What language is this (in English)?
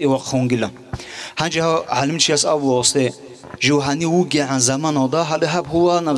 Avaric